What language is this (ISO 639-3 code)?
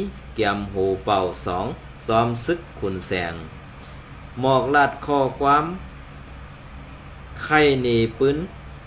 shn